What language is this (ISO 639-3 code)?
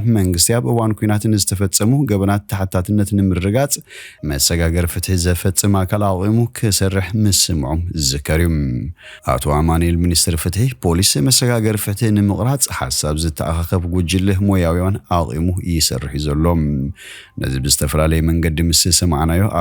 tir